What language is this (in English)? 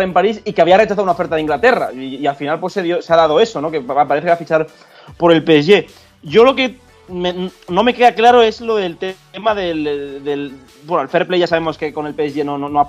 Spanish